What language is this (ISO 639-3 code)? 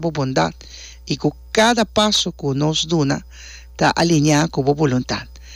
pap